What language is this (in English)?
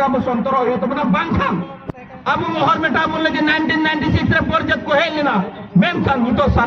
Santali